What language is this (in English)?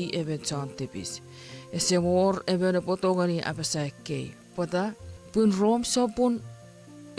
Chuukese